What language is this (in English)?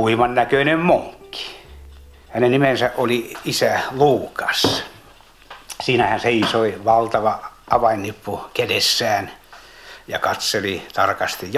Finnish